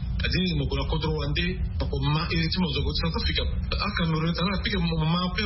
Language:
Sango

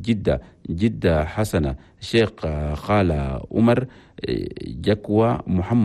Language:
Chadian Arabic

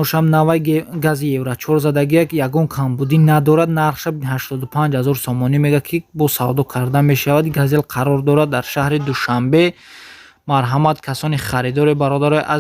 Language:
Tajik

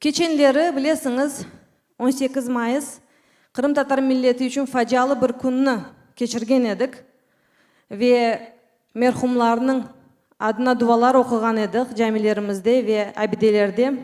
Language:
Crimean Tatar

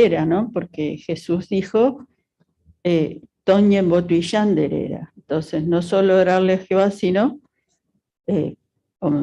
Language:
Guarani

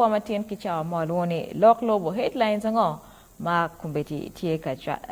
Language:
Acoli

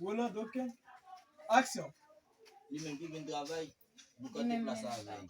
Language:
Haitian Creole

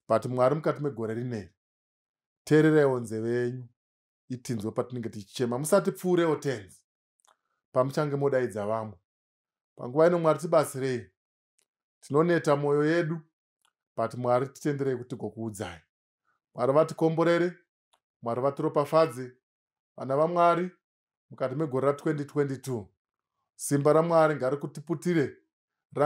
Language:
Shona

